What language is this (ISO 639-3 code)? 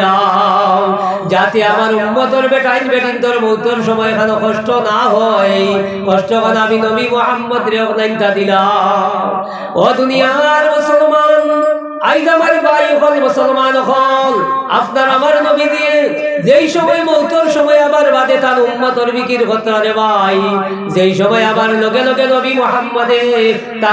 syl